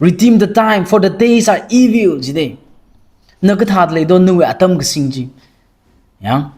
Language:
Tangkhul Naga (India)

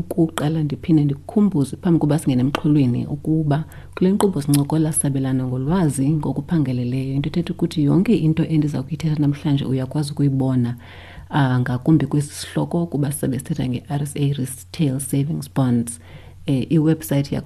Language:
Xhosa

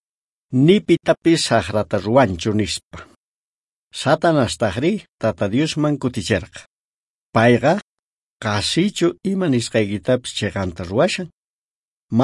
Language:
South Bolivian Quechua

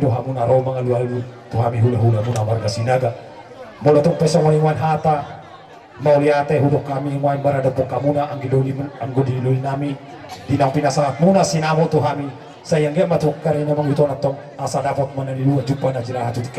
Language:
Batak Toba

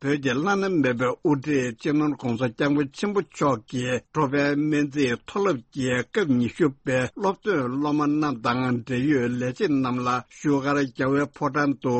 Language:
Tibetan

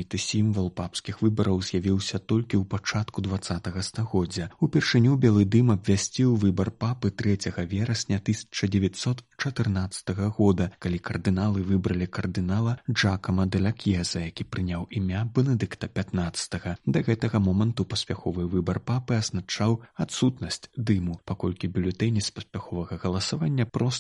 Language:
Belarusian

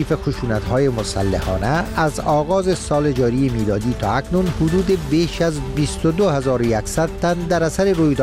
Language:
Persian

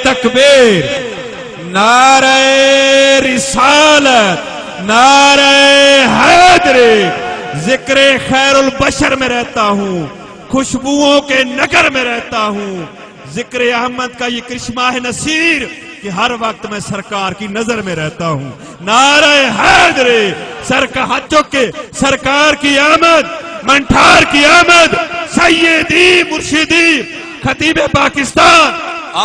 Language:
Saraiki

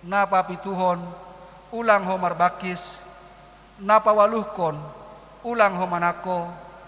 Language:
Batak Simalungun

